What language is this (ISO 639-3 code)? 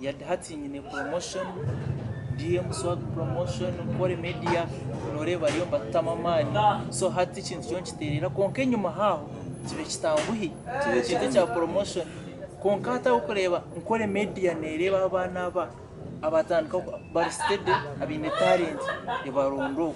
nyn